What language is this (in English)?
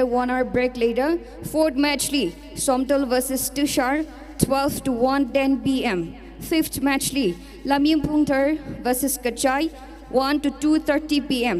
Tangkhul Naga (India)